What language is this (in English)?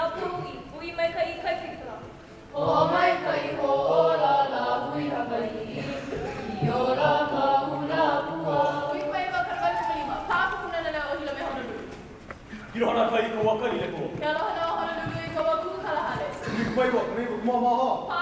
Hawaiian